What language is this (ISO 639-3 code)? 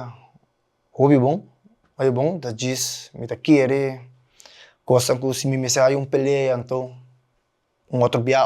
pap